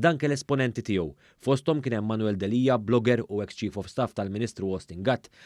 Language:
Maltese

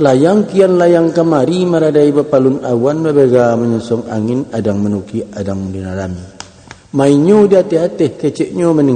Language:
Minangkabau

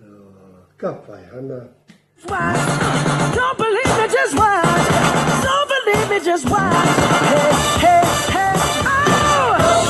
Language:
Māori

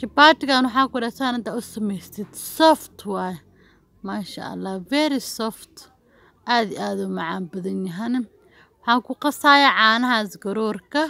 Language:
Somali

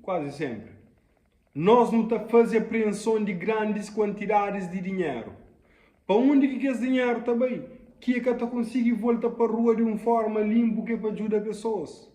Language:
Kabuverdianu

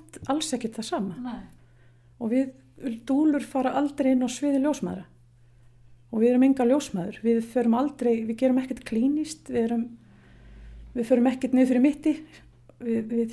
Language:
Icelandic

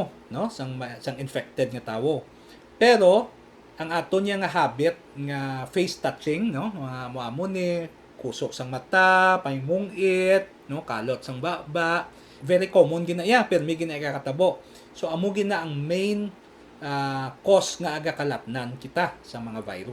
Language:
Hiligaynon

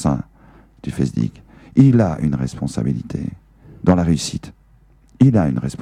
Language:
French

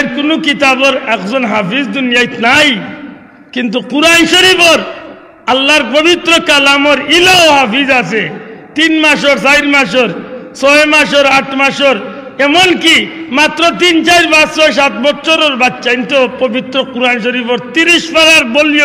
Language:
Sylheti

